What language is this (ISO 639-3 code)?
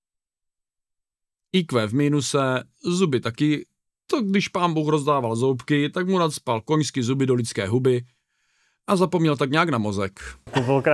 ces